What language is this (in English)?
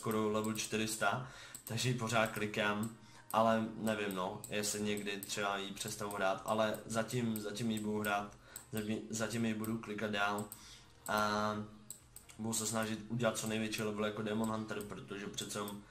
Czech